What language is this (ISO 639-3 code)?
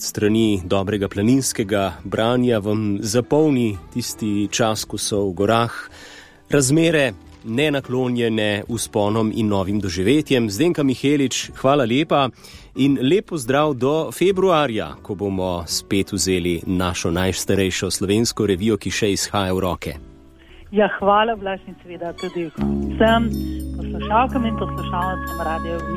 slv